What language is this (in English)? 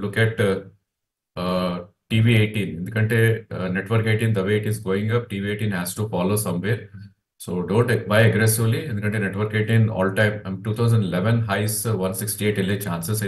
Telugu